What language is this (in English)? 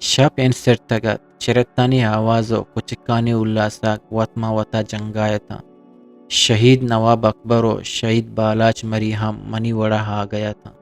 Eastern Balochi